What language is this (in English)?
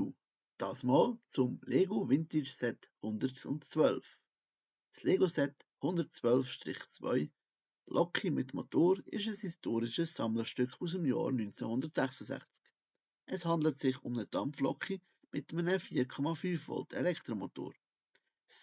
Swiss German